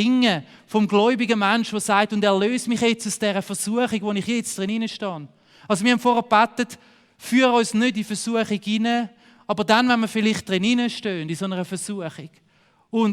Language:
Swiss German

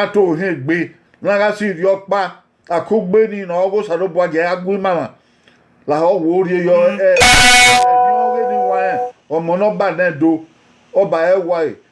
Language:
Bini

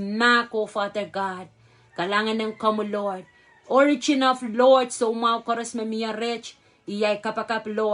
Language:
Pohnpeian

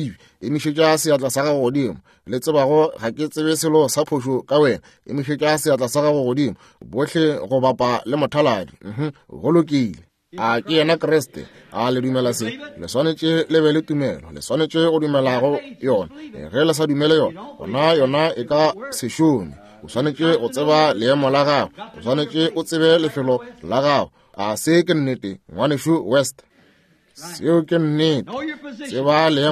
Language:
Northern Sotho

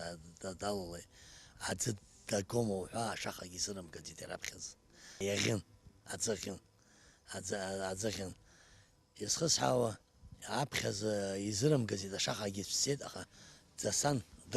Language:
Abkhazian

